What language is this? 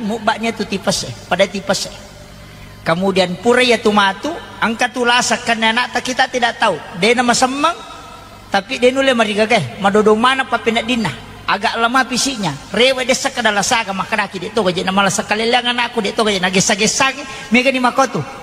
Buginese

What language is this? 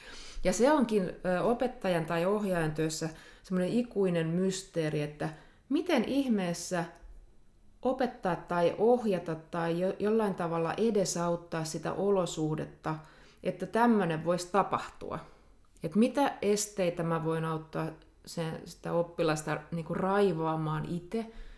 Finnish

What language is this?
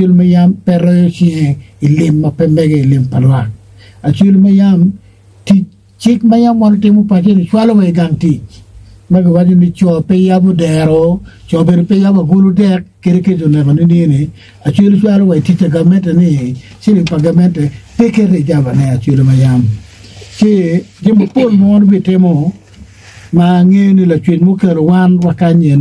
Acoli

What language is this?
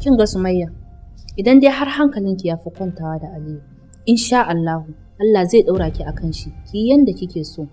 Hausa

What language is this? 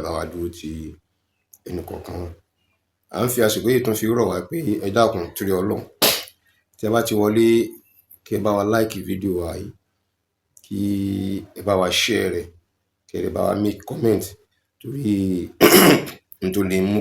Yoruba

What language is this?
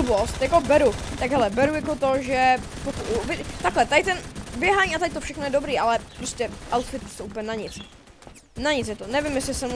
Czech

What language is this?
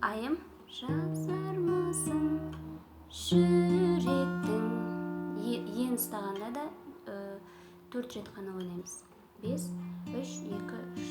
Kazakh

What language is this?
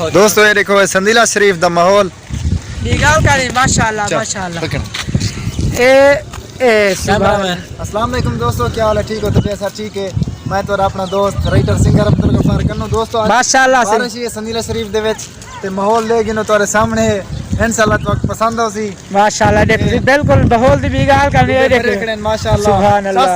Saraiki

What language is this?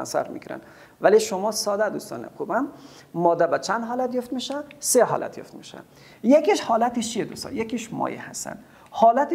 Persian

